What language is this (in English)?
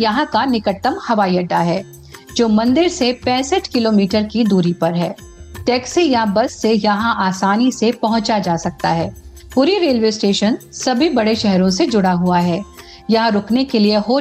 Hindi